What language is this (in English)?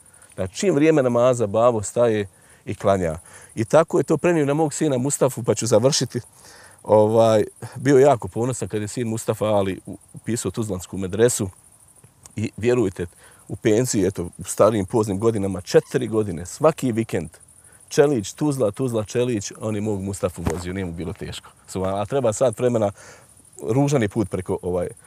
Bosnian